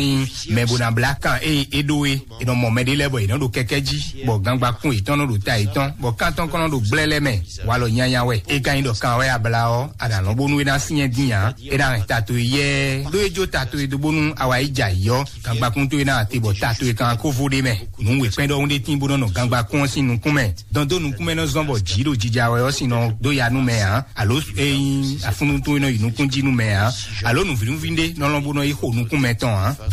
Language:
Fon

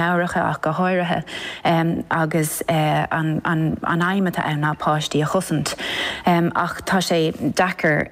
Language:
Irish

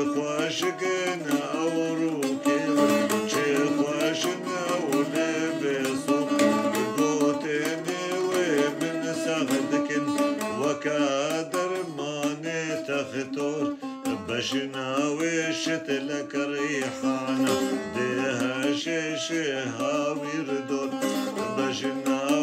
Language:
Kurdish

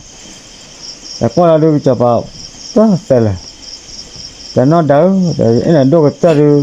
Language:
S'gaw Karen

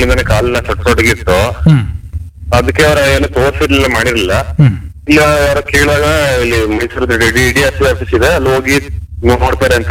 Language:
Kannada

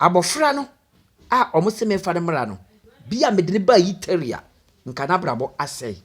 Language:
Akan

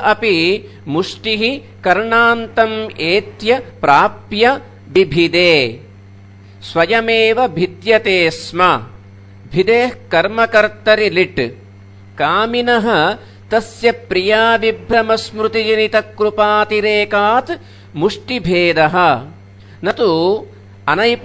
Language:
Sanskrit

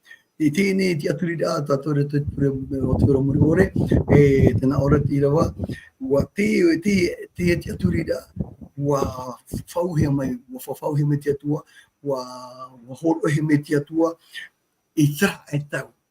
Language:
Tahitian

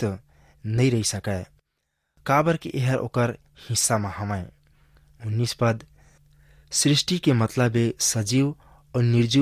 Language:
Chhattisgarhi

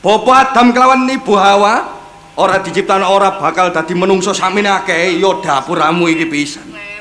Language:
Javanese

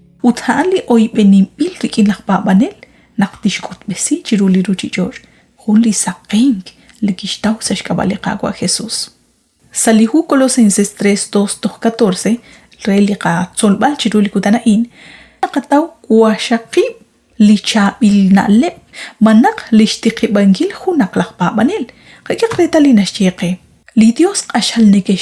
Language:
Kekchí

